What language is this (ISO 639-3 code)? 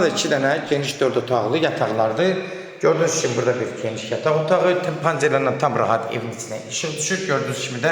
aze